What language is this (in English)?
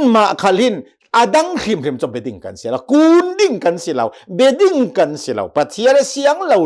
Hakha Chin